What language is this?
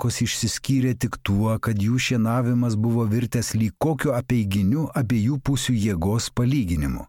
Lithuanian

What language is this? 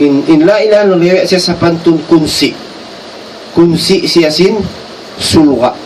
Tausug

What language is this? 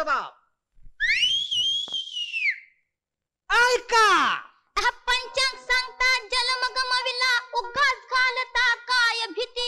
Marathi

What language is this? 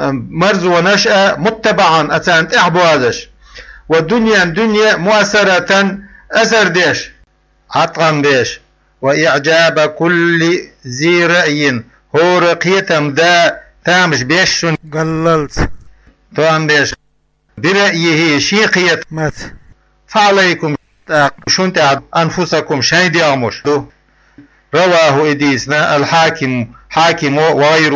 Chechen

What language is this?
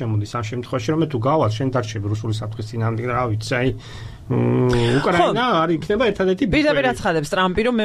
Georgian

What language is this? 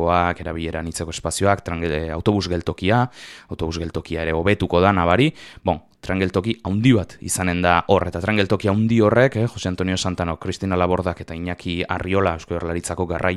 Basque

